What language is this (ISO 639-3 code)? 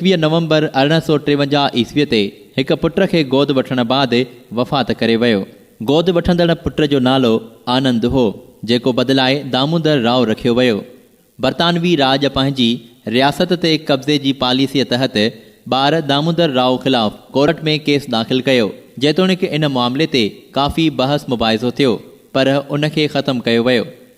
snd